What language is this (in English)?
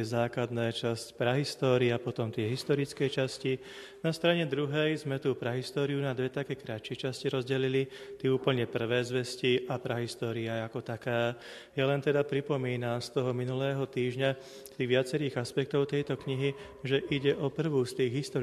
Slovak